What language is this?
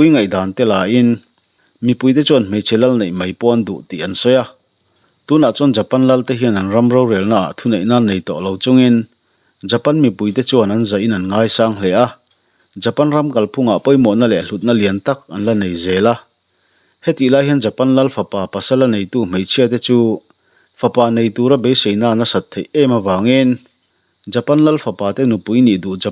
Mizo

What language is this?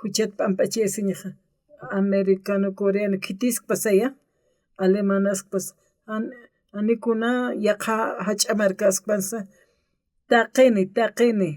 Aymara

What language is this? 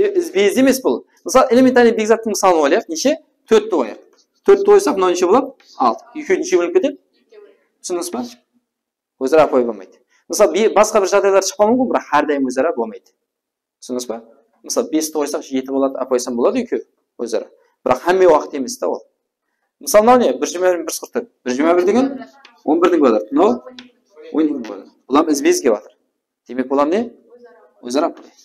Kara-Kalpak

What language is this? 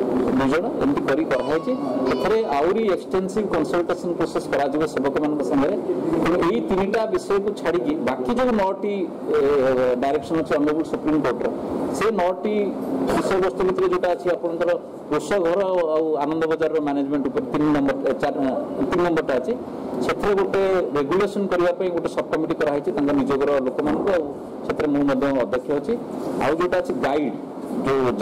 Odia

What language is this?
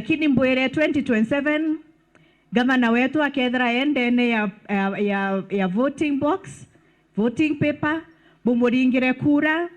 Meru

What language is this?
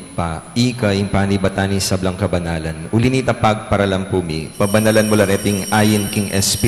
Pampanga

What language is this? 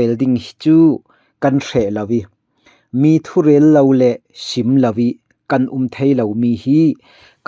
Falam Chin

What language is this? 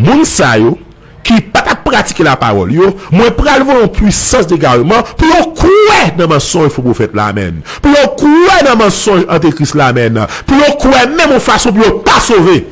Haitian Creole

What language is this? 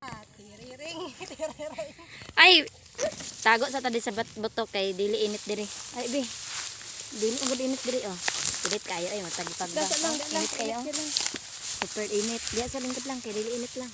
Cebuano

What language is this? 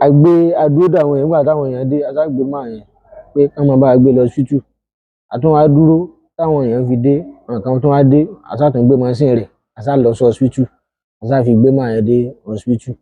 Yoruba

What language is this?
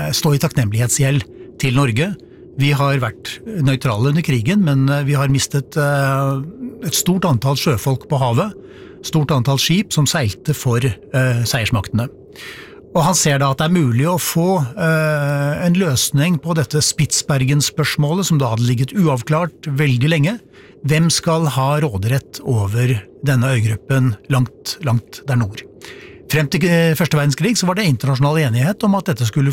Norwegian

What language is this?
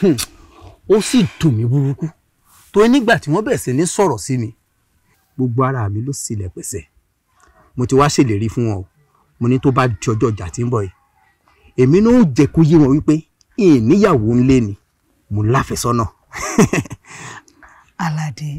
Yoruba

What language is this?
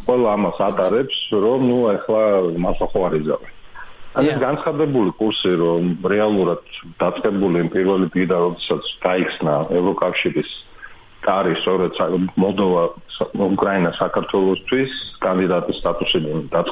Georgian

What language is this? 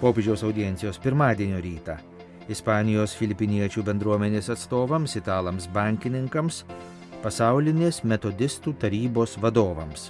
Lithuanian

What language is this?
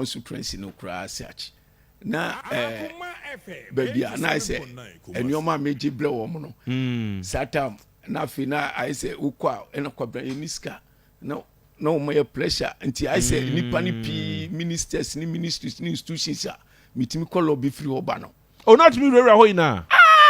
Akan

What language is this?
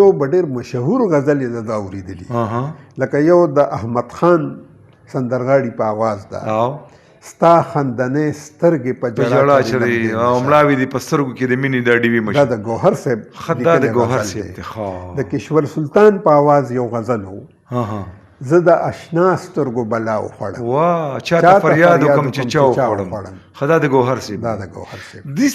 Pashto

